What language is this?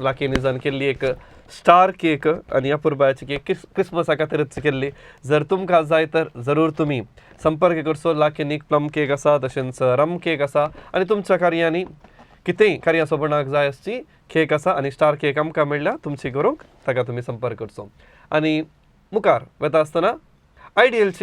Konkani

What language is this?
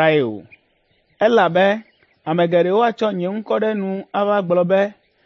Ewe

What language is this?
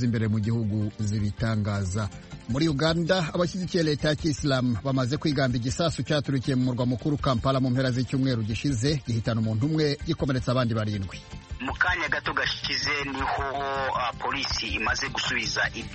Kinyarwanda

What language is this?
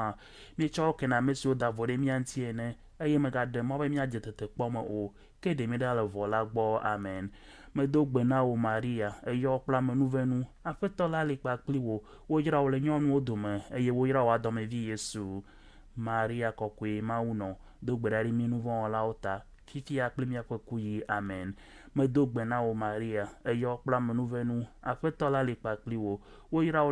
Ewe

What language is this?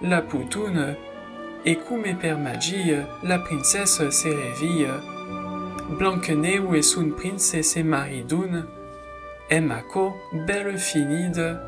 Occitan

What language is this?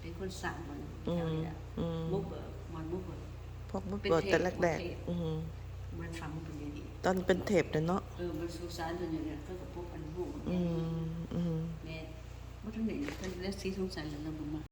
Lao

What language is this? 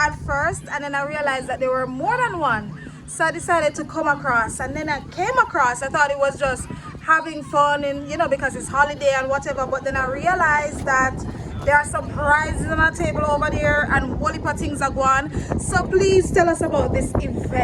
Jamaican Creole English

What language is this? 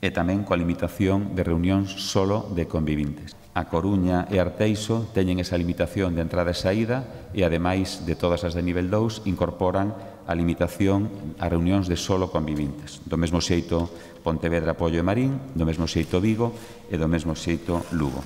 Galician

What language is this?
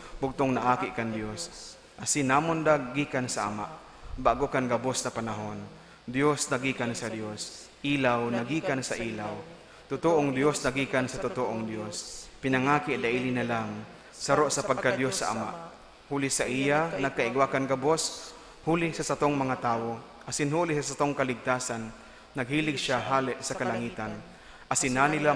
Bikol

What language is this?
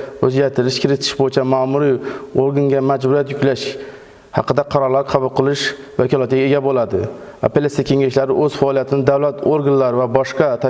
Uzbek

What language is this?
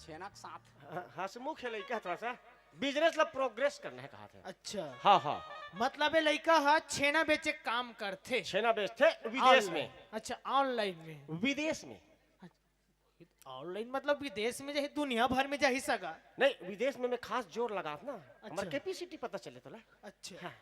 Chhattisgarhi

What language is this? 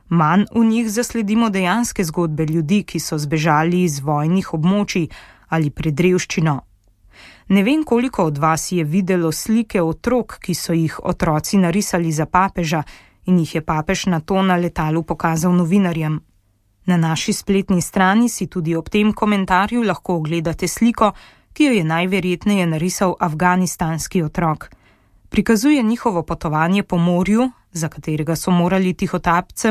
Slovenian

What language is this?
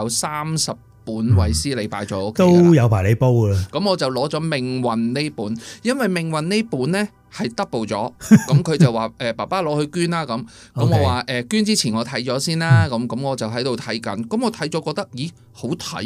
Cantonese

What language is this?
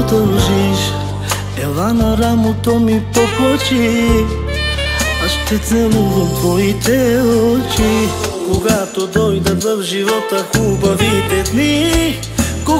Bulgarian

